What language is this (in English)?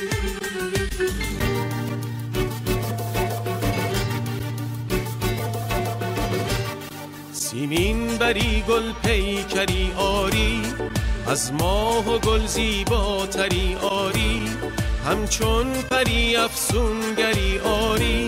Persian